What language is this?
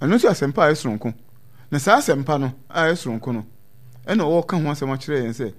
Akan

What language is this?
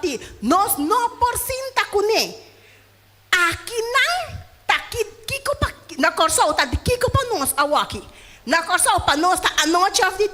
Papiamento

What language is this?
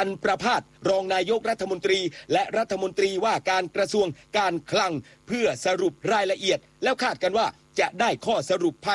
Thai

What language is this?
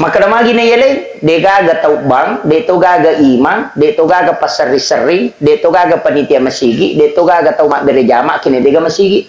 Buginese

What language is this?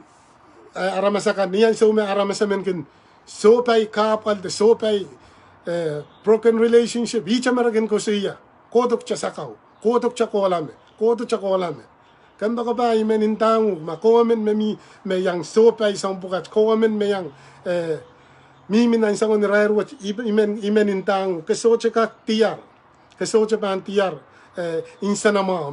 Pohnpeian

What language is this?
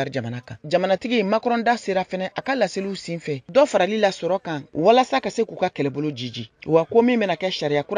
Bambara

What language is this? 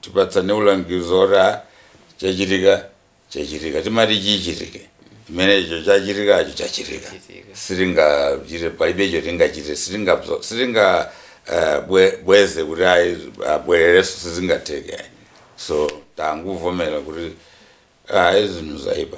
Nyanja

